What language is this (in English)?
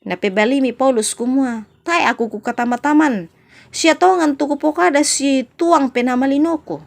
Toraja-Sa'dan